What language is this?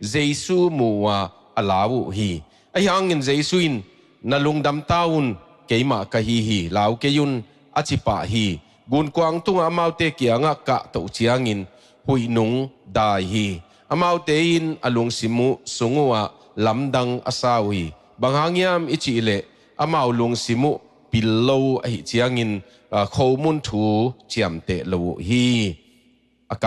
Tedim Chin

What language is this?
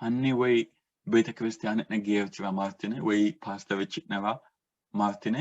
Sidamo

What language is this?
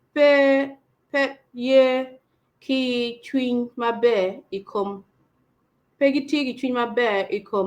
Acoli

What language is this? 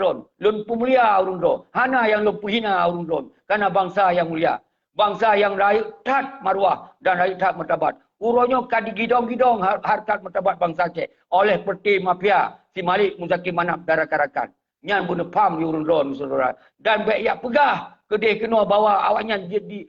Achinese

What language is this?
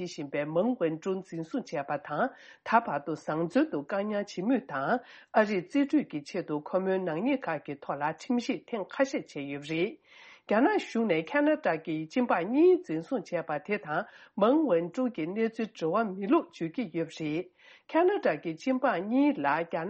Tibetan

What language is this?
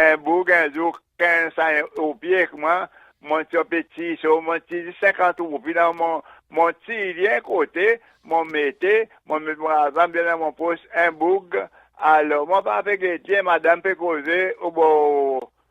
Seselwa Creole French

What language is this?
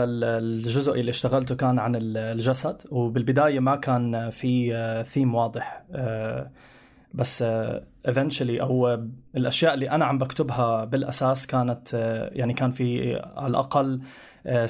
North Levantine Arabic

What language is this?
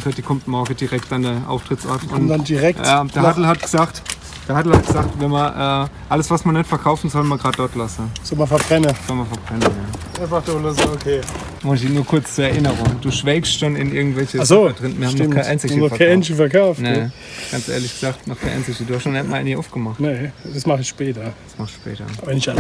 Palatine German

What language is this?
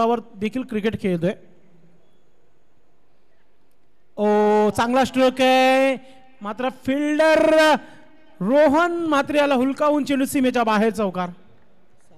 Marathi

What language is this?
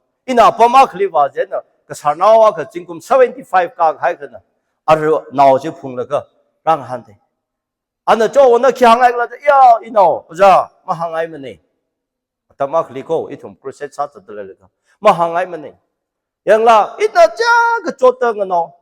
Tangkhul Naga (India)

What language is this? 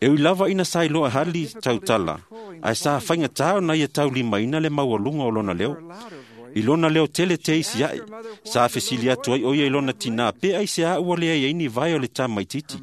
Samoan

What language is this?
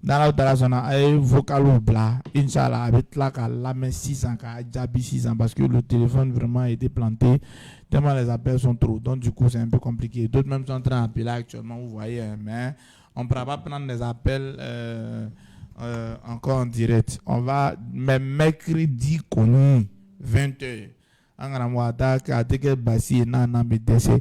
Bambara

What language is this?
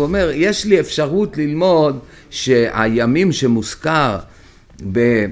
Hebrew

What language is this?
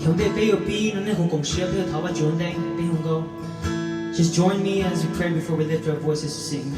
Hmong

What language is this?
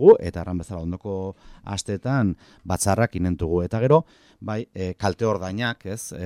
Basque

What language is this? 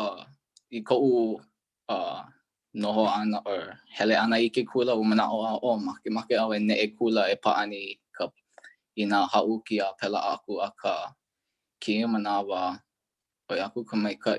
Hawaiian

